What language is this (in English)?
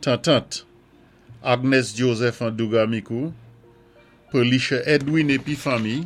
Saint Lucian Creole French